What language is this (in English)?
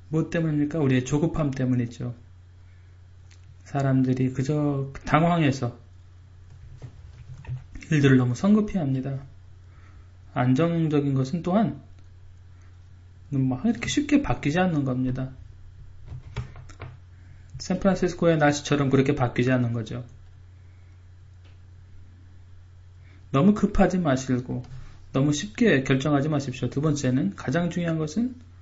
Korean